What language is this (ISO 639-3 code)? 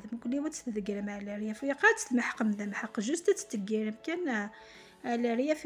kab